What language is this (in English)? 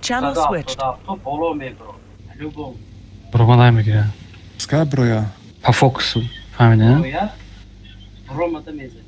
Tajik